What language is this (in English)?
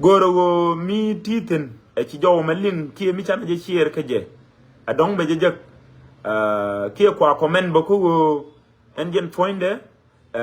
Nuer